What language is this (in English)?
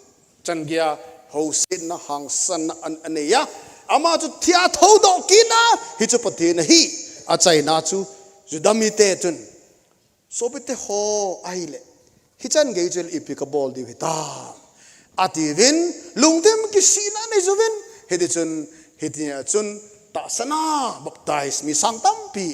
Thado Chin